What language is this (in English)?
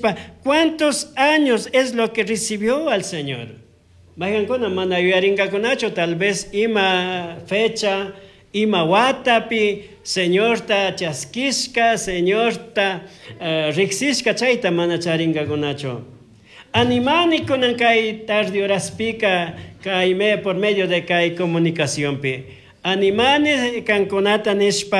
Chimborazo Highland Quichua